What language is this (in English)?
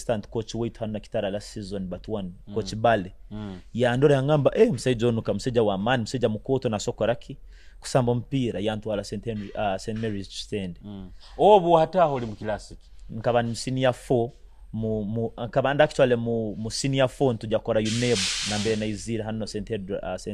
Nyoro